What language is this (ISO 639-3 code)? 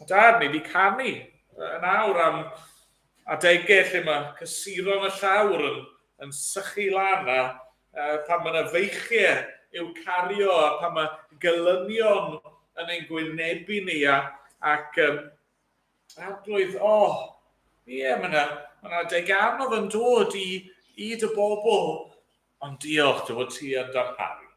cym